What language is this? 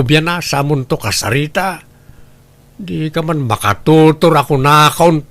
Iloko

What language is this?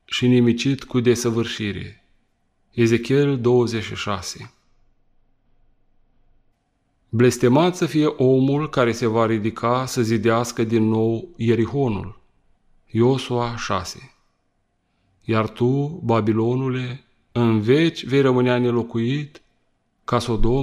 Romanian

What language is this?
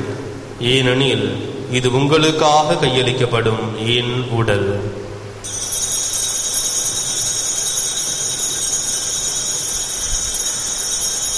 Tamil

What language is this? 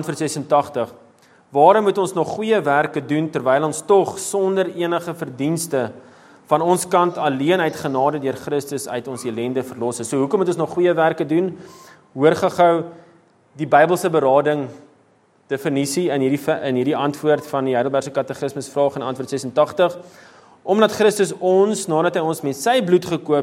Afrikaans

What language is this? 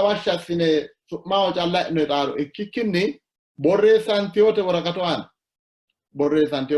Sidamo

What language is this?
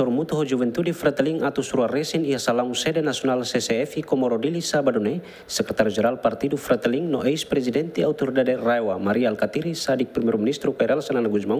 Tetum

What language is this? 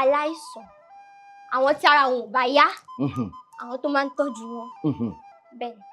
Yoruba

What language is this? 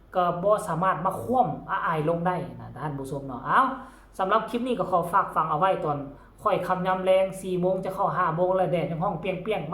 Northeastern Thai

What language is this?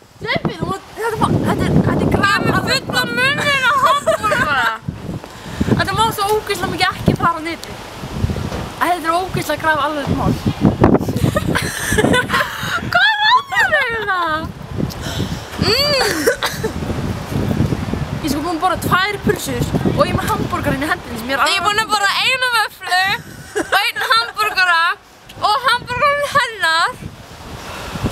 Icelandic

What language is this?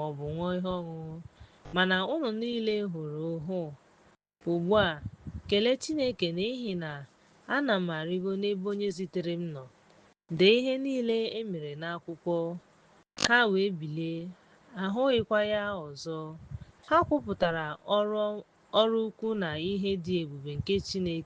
Igbo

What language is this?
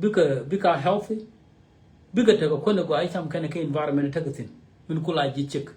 Nuer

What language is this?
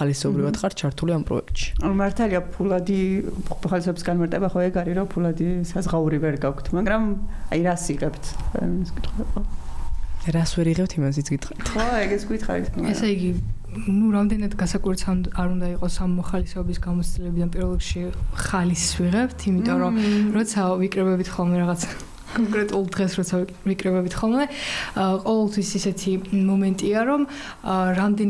Georgian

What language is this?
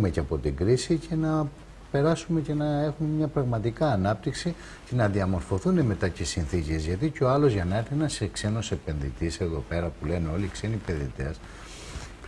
Greek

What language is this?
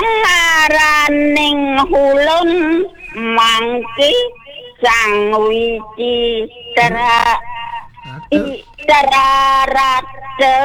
Balinese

